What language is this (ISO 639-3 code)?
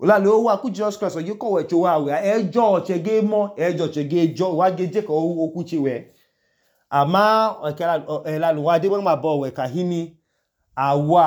idu